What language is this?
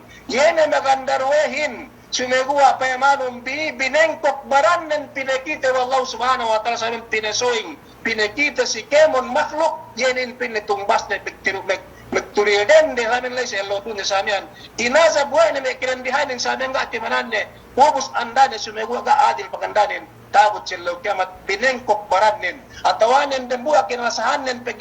Yakan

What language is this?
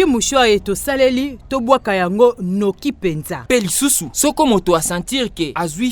Lingala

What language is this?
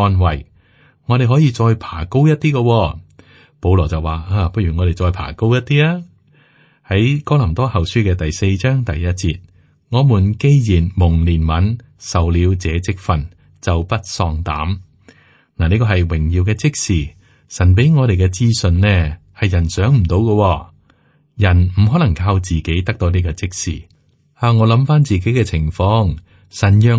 Cantonese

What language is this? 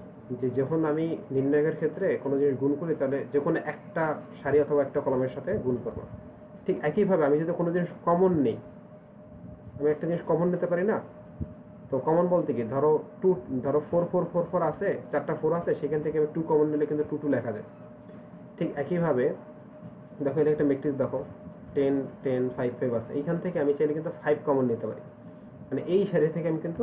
Bangla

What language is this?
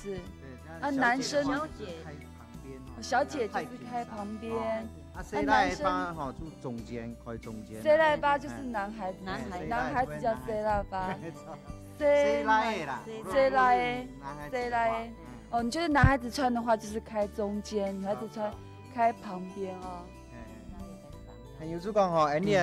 Hakka Chinese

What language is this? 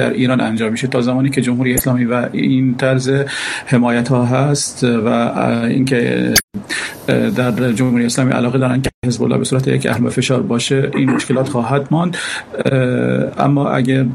Persian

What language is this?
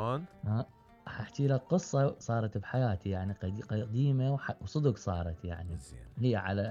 Mesopotamian Arabic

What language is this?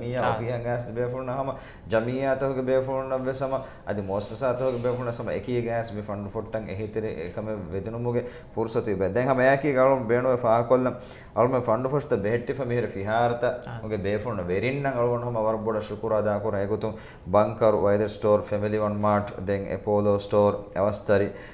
Divehi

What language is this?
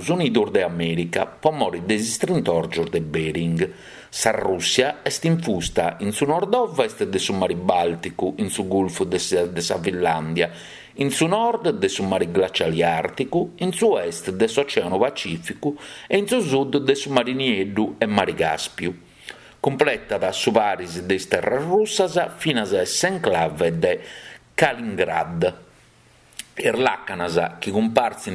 Sardinian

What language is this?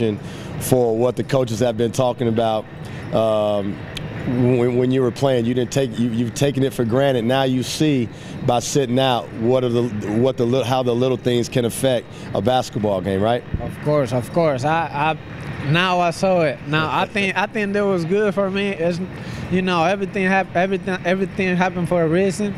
English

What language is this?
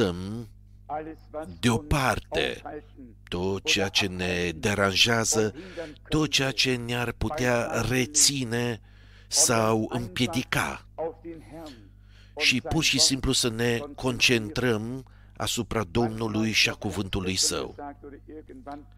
Romanian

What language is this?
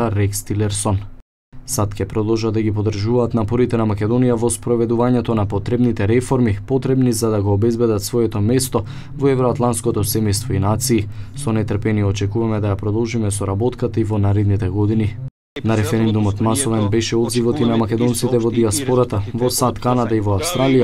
Macedonian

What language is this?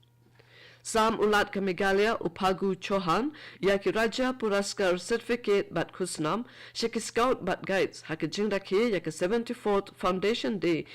Khasi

